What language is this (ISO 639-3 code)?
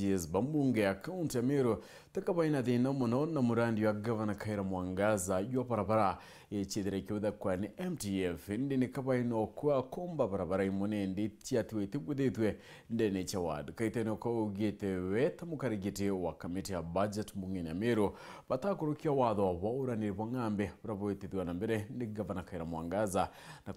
mer